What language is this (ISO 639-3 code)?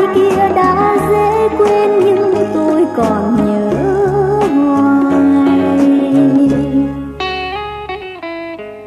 vie